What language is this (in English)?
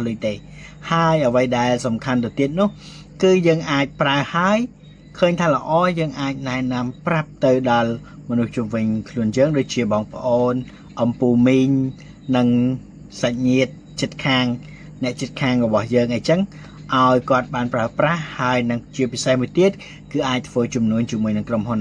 Khmer